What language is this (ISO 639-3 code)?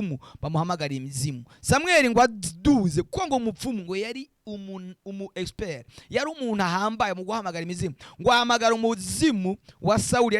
run